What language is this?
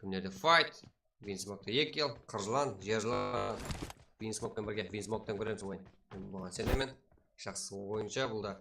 Kara-Kalpak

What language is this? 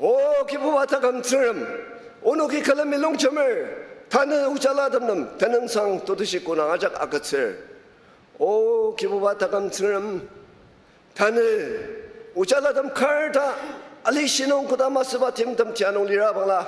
Ao Naga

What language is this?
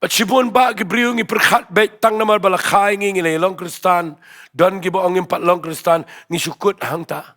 Khasi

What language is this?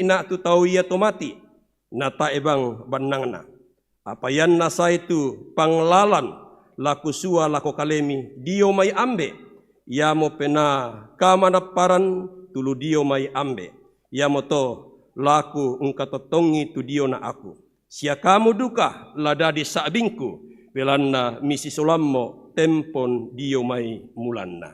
Toraja-Sa'dan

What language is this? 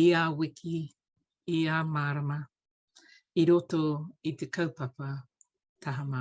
Māori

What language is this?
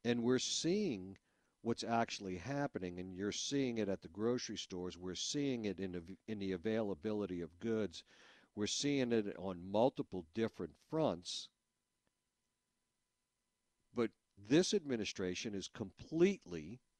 English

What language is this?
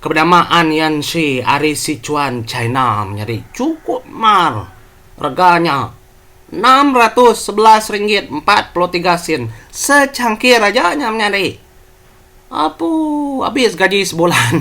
Iban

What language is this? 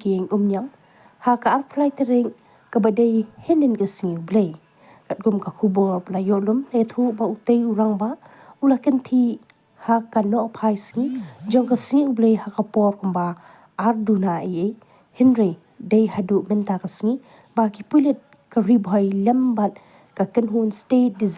Khasi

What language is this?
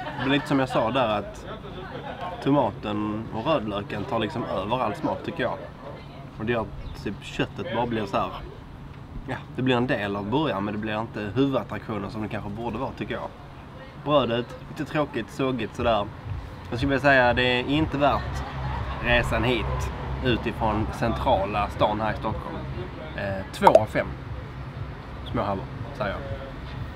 Swedish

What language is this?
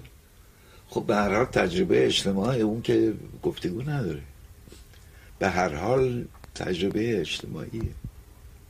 Persian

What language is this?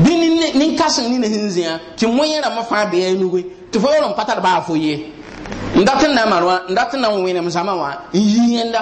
Mossi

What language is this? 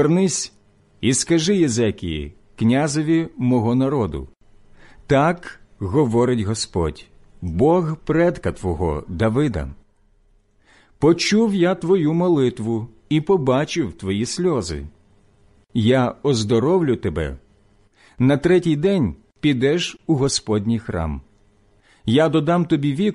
Ukrainian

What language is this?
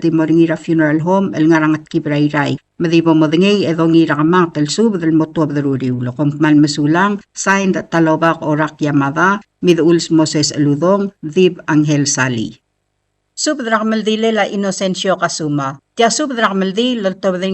Palauan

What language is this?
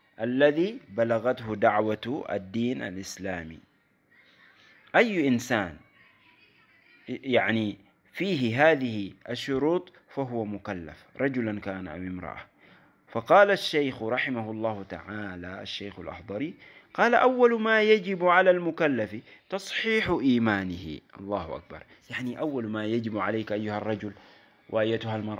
Arabic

